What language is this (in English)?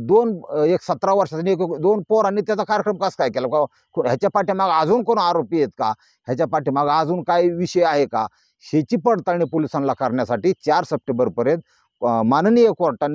Marathi